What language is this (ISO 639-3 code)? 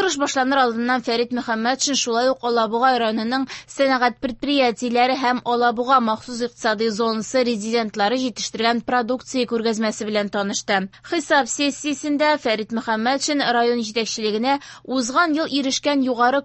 tat